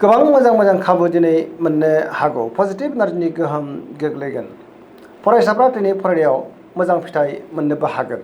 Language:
Bodo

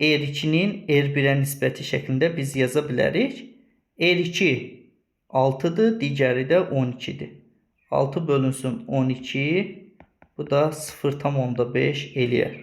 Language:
Azerbaijani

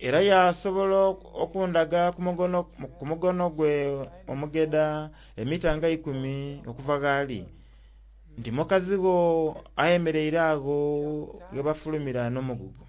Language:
Soga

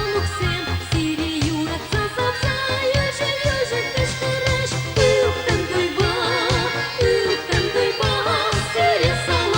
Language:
Chuvash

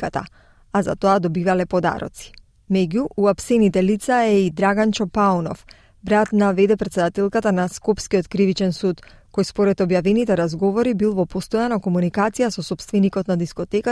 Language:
Macedonian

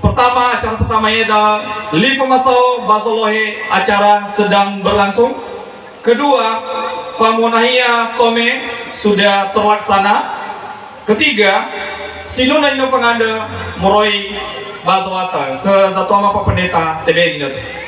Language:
Nias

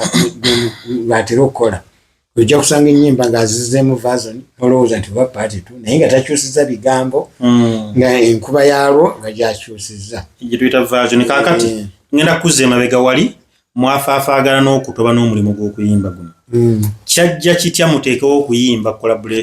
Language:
Ganda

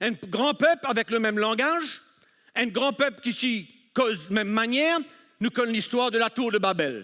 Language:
Morisyen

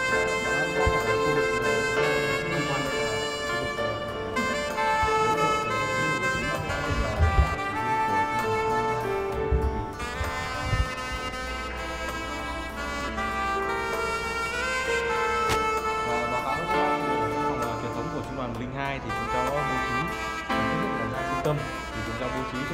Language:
Vietnamese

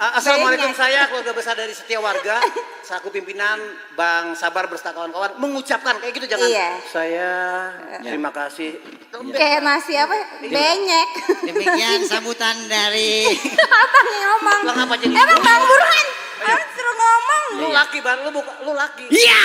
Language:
Betawi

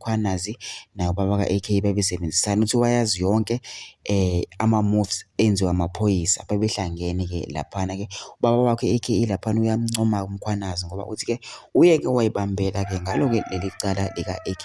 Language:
Zulu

